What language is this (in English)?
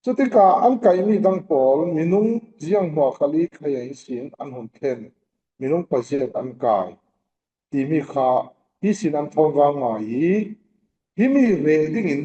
Falam Chin